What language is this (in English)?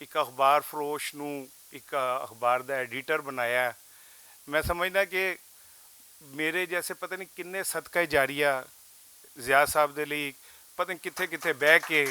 Western Panjabi